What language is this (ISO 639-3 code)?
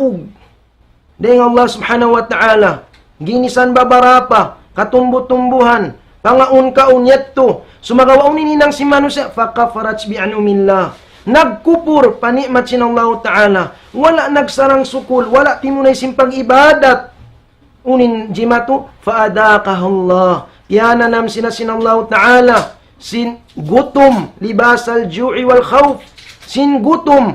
tsg